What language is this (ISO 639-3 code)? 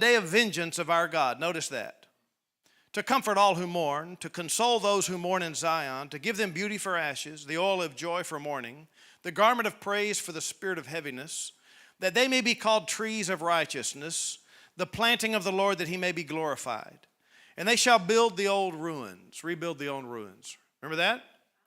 eng